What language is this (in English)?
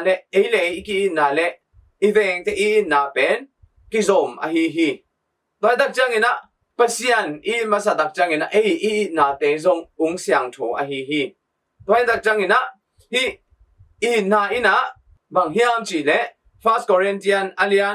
Tedim Chin